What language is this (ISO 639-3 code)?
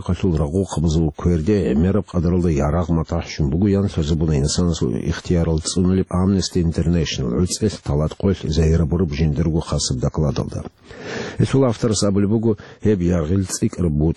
ava